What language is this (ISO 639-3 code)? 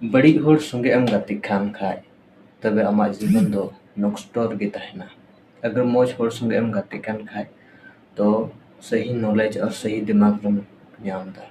sat